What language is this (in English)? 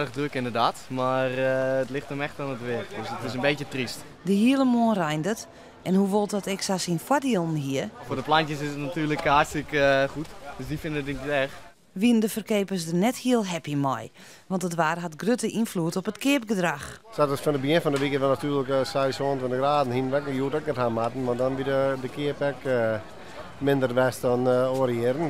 Western Frisian